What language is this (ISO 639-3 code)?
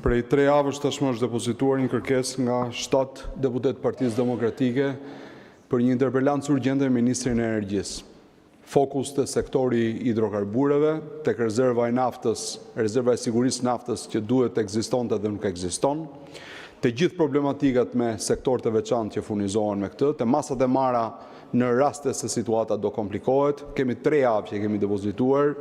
sqi